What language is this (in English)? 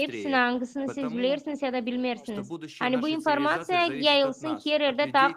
Gagauz